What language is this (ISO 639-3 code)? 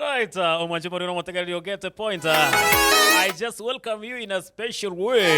guz